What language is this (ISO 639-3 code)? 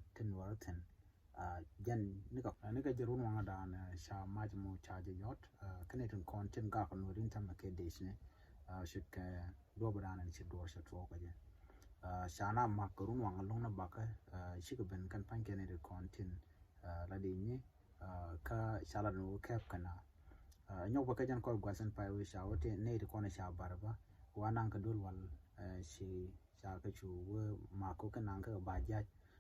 nus